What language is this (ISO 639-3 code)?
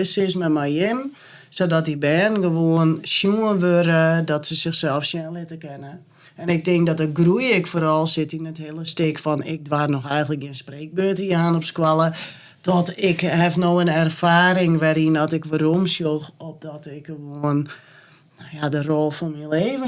fry